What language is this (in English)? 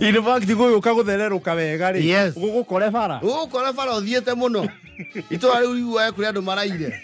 Kikuyu